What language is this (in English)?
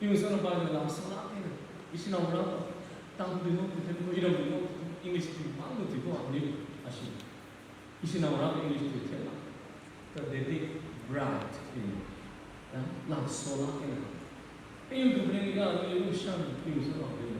Tangkhul Naga (India)